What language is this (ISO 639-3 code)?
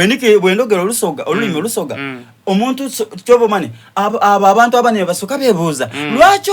xog